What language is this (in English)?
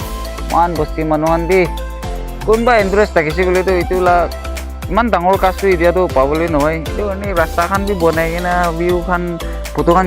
Naga Pidgin